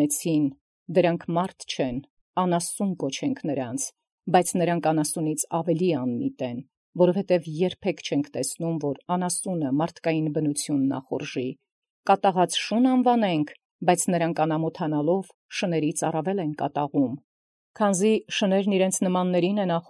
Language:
Armenian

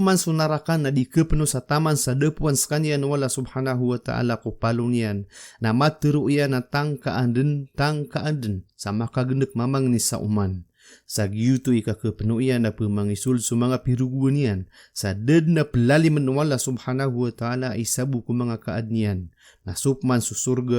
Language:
Maranao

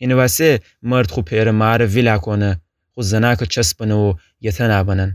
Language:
Gilaki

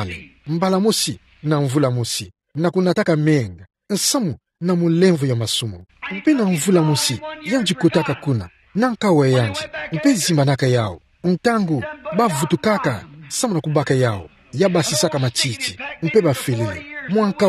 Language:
Kituba (Democratic Republic of Congo)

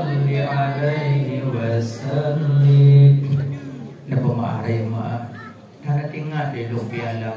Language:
Achinese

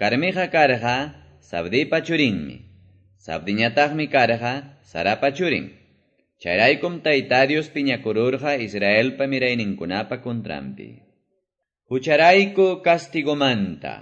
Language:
Quechua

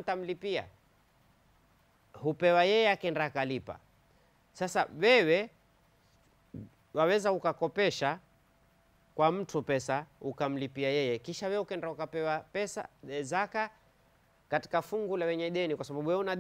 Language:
Swahili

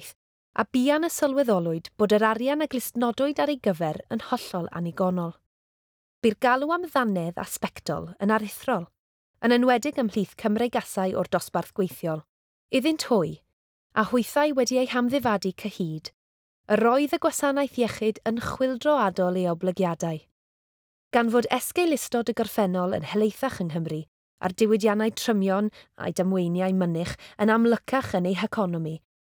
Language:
Welsh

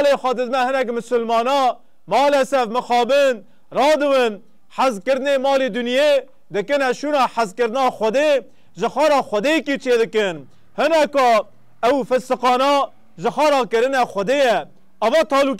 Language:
Kurdish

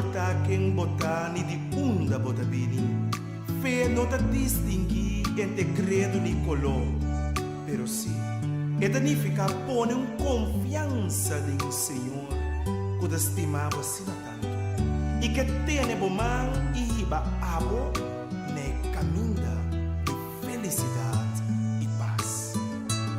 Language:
Papiamento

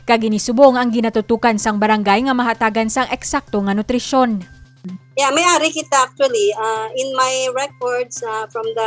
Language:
Hiligaynon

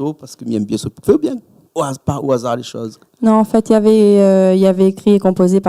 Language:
Réunion Creole French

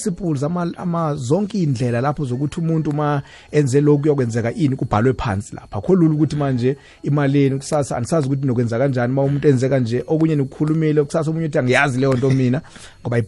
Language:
South Ndebele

